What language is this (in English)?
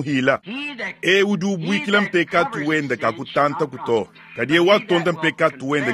Luba-Lulua